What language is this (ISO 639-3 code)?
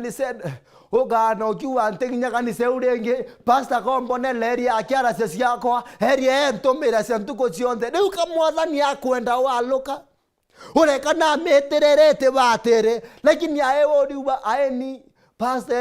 mer